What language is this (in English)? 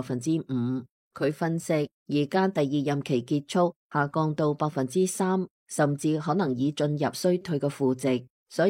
Cantonese